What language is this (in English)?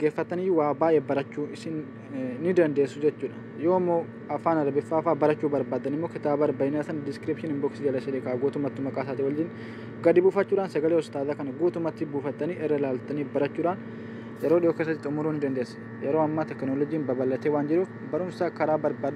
Oromo